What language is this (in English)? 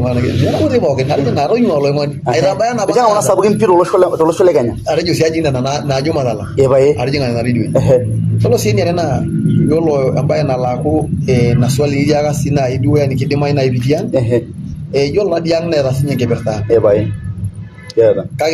Masai